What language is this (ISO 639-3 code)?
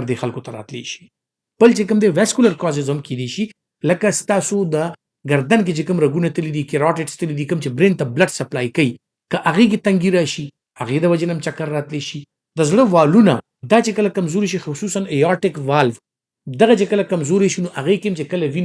pus